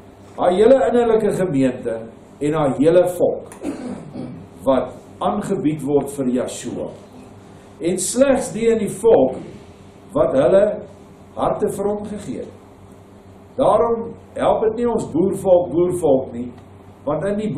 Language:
Afrikaans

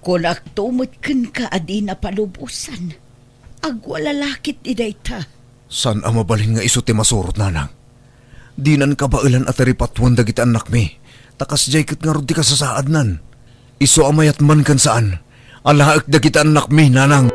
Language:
Iloko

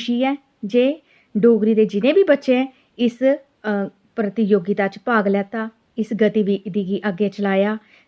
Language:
Dogri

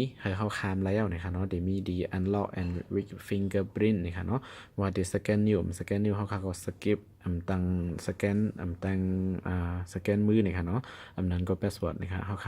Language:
Shan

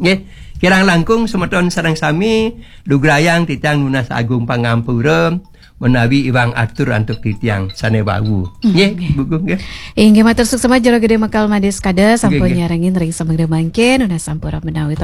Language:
Balinese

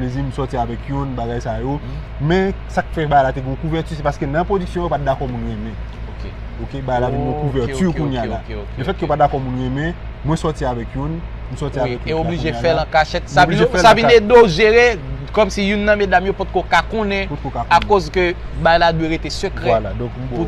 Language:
Haitian Creole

